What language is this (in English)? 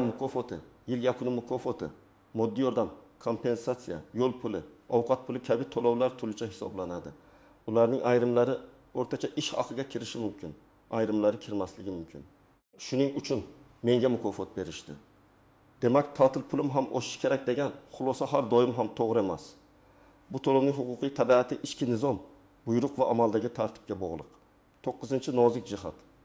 Uzbek